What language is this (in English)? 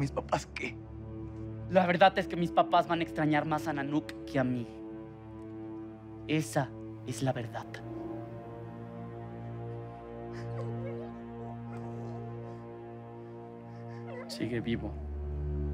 Spanish